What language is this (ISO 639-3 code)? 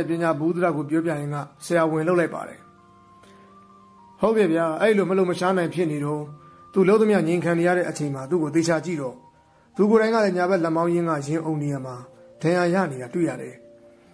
mya